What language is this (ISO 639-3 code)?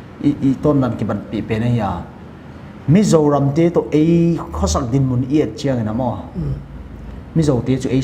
pck